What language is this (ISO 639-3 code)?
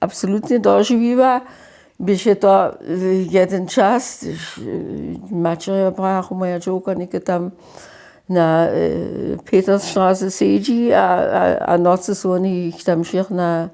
hsb